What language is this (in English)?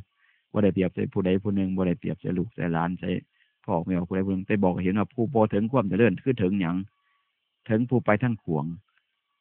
Northeastern Thai